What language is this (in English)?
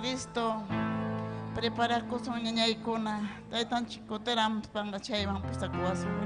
Ayacucho Quechua